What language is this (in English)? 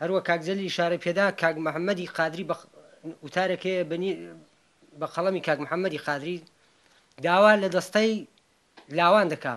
Central Kurdish